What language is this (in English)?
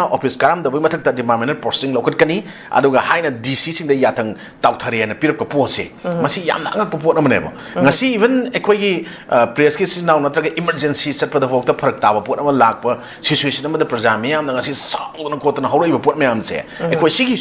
Manipuri